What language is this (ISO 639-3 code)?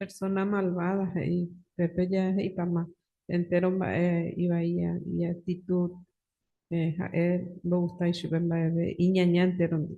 grn